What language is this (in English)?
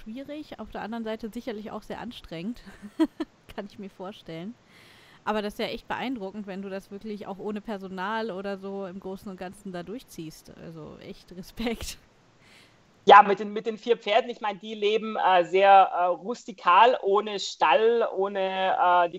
German